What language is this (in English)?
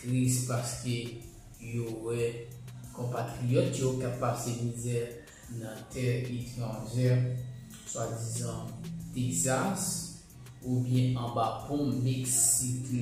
Haitian Creole